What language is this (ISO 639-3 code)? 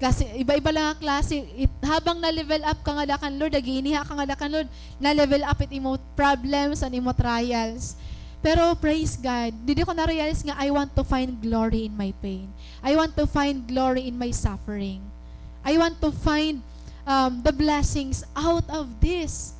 war